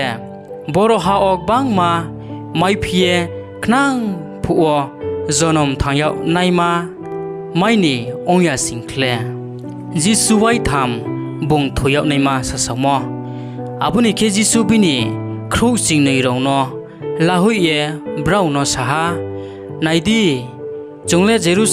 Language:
Riang (India)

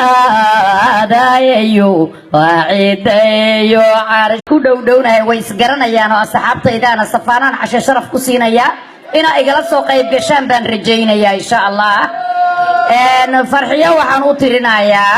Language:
Somali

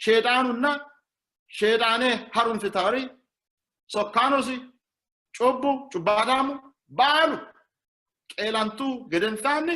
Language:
Sidamo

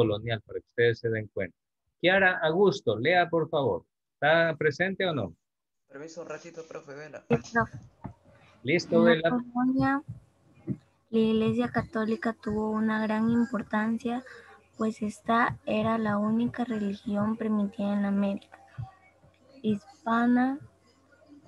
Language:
Spanish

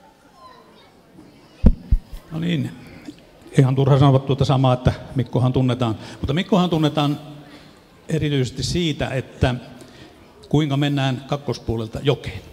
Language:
Finnish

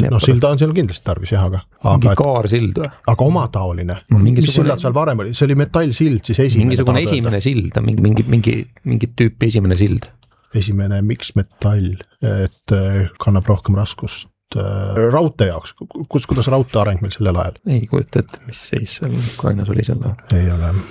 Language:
Estonian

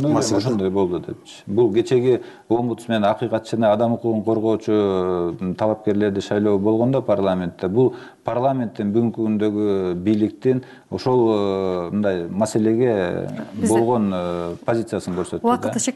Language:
Kyrgyz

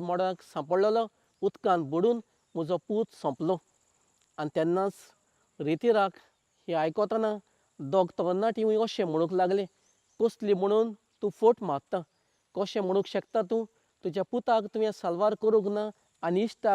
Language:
Konkani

